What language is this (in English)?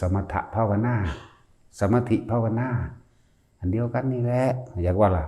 Northeastern Thai